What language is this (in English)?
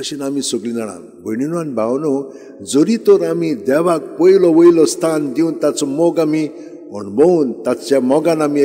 Konkani